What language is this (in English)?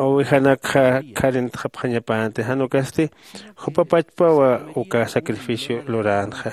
Aymara